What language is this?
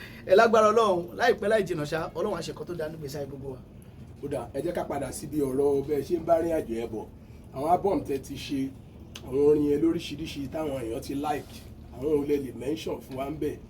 Yoruba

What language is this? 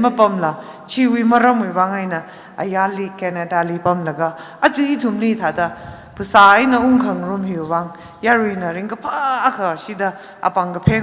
Tangkhul Naga (India)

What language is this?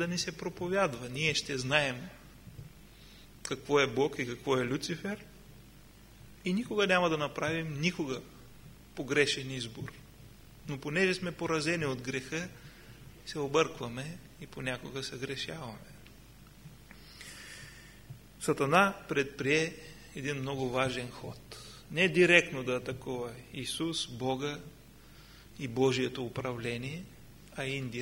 Bulgarian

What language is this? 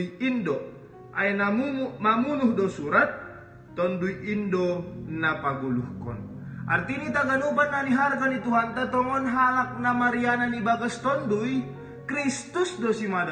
Batak Simalungun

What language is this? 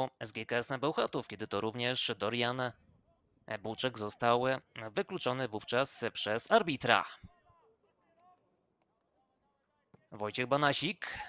Polish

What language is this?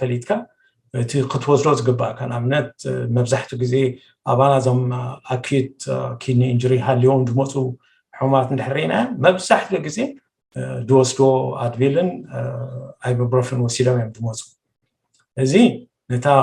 Tigrinya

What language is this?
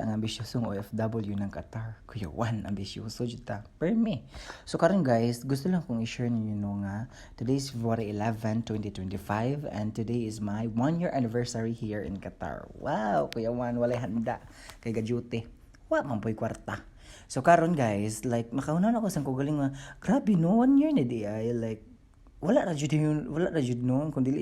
Cebuano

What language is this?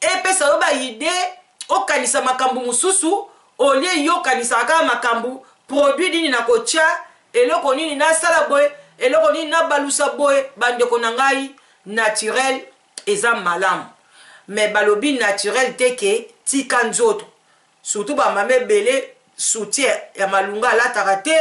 Lingala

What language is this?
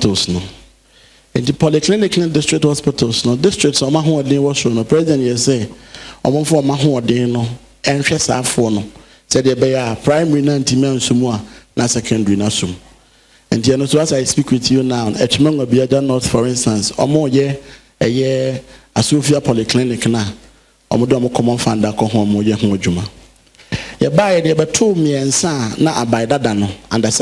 Akan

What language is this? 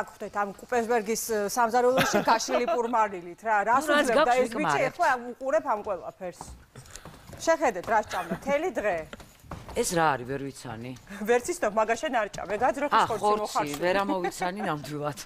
Georgian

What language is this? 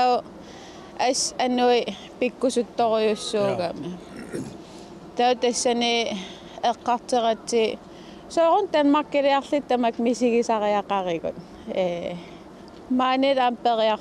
Kalaallisut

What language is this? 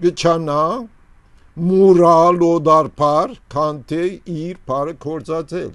Armenian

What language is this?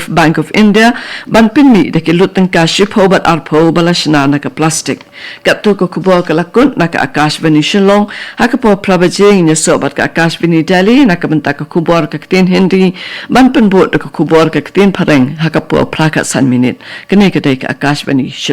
Khasi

